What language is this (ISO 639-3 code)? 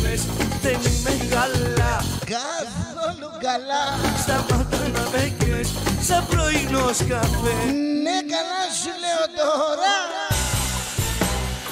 ell